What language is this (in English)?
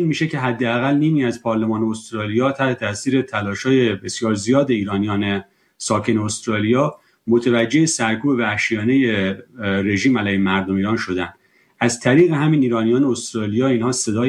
Persian